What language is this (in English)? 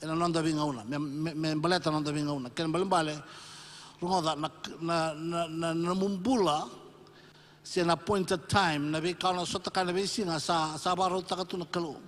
Fijian